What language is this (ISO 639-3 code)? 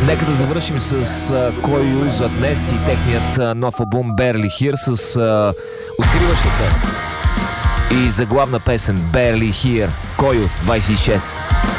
bul